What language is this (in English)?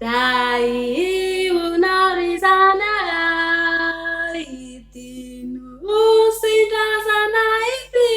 Malagasy